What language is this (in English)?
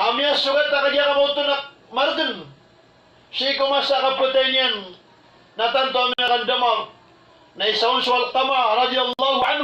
Maranao